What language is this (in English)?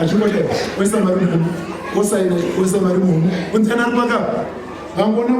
Shona